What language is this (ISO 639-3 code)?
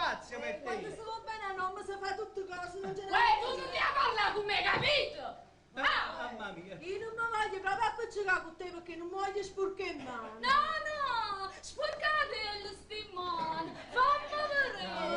nap